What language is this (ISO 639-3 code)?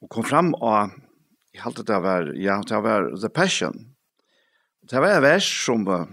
fao